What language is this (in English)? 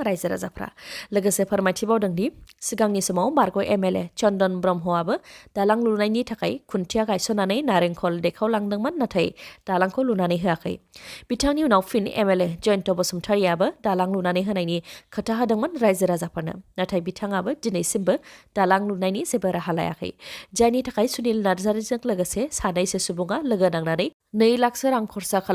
Bodo